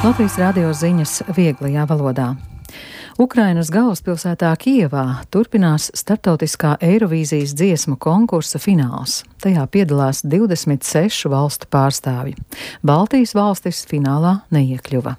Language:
Latvian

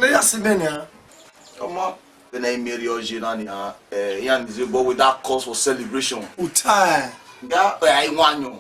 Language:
Bini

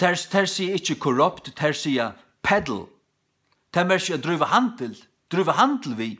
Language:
Faroese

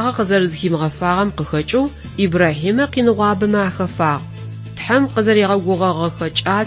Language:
Adyghe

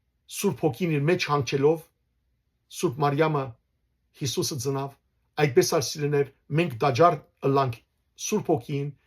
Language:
Western Armenian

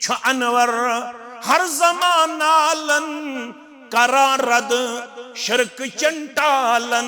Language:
Kashmiri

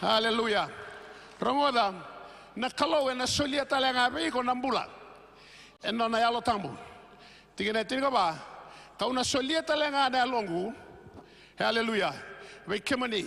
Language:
Fijian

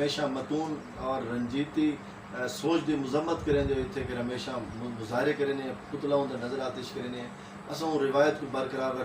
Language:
Saraiki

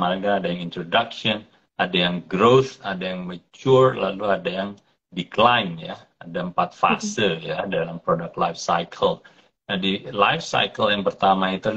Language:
Indonesian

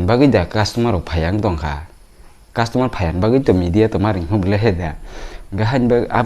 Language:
Kok Borok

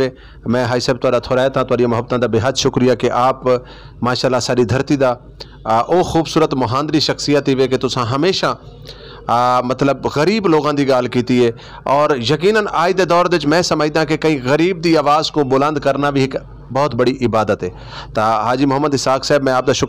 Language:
Saraiki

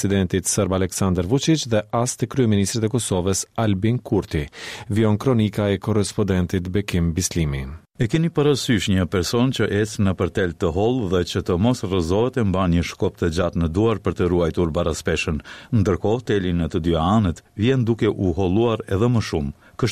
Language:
Albanian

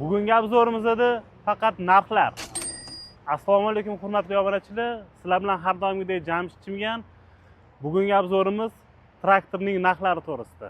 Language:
Uzbek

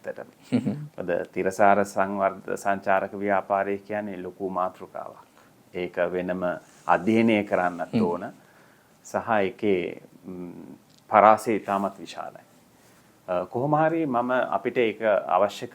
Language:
Sinhala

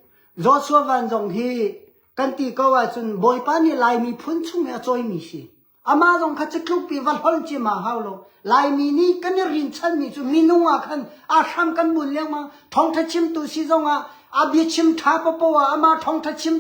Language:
Hakha Chin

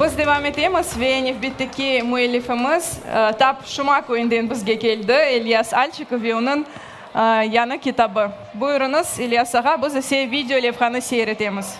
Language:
Crimean Tatar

